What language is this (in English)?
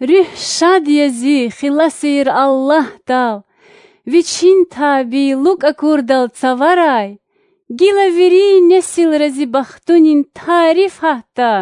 Lezghian